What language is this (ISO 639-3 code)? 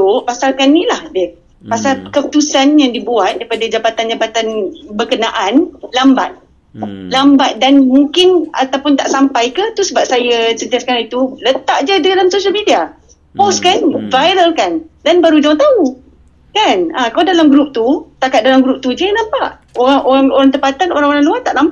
msa